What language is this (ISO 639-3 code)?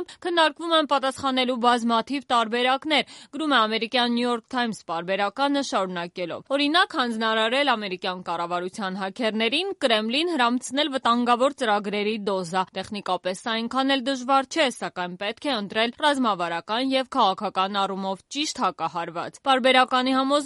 hye